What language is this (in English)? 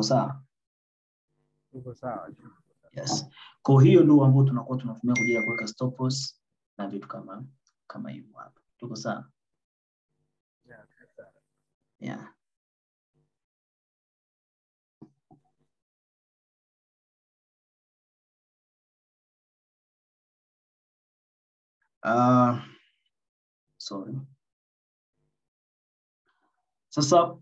Swahili